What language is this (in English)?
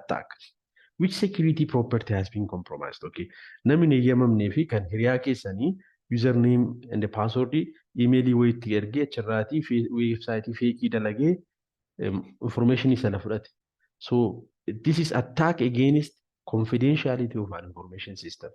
Oromo